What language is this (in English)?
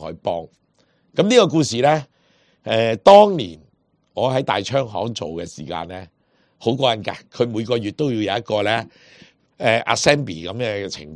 Cantonese